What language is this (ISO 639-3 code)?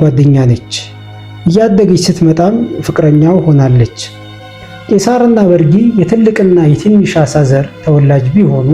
amh